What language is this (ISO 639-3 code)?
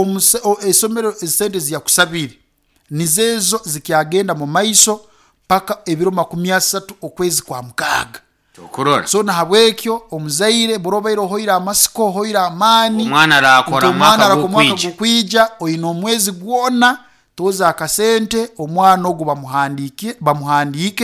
nyn